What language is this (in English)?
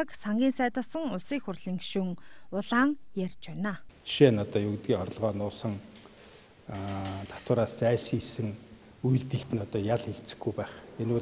Mongolian